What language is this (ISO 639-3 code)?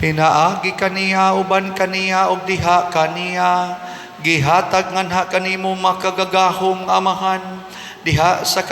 ceb